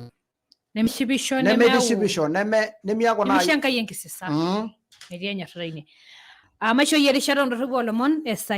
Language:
Masai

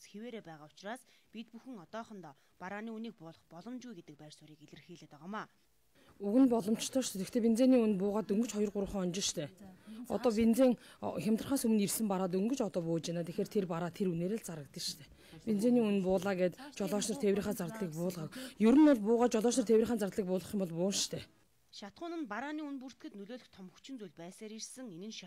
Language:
Mongolian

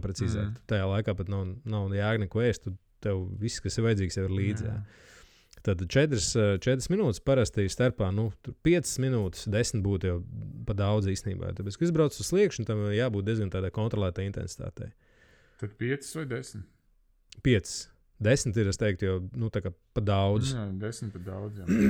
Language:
Latvian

